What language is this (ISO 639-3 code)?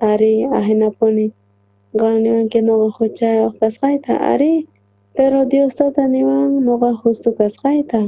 quh